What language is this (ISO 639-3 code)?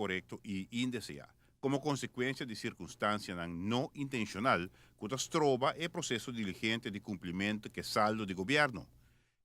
pap